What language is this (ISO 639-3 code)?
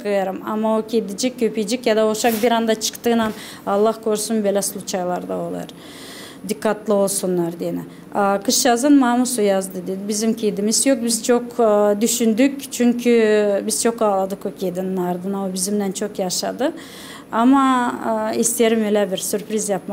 gag